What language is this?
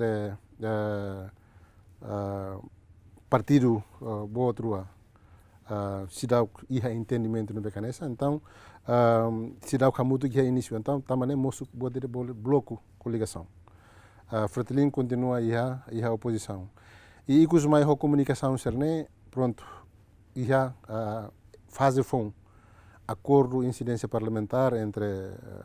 Tetum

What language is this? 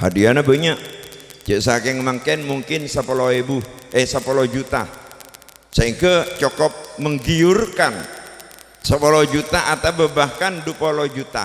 Madurese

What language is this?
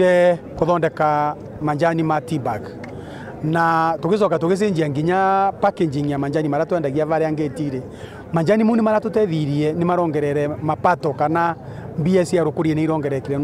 Meru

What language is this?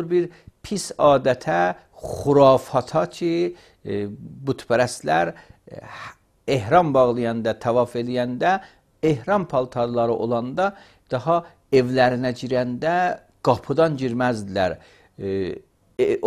Azerbaijani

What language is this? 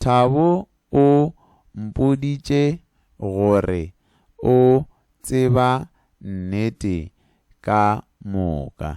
Northern Sotho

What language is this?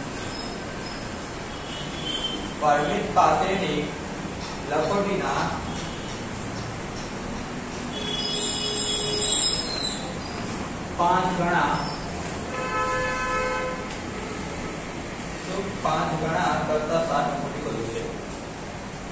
Gujarati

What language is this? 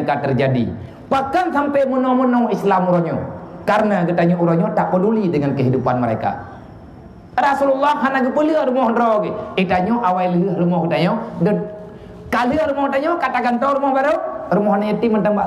Achinese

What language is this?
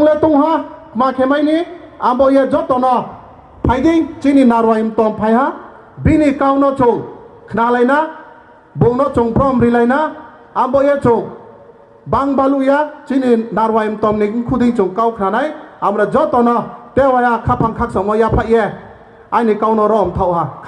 Riang (India)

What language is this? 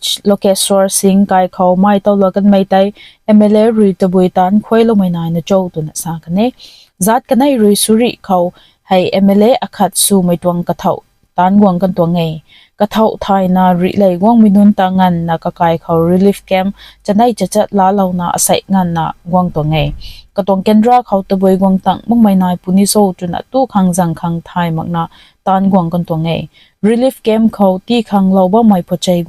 Rongmei Naga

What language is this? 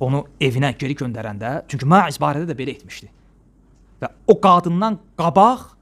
Azerbaijani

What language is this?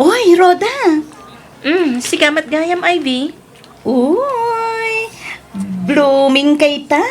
Iloko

